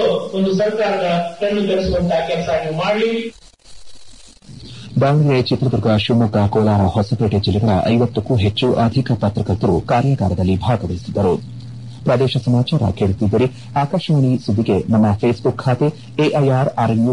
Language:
Kannada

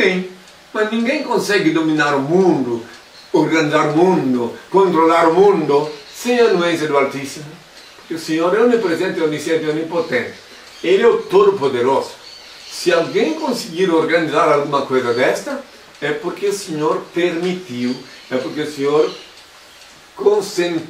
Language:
Portuguese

